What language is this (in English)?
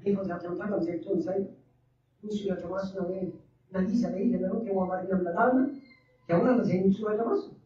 Malagasy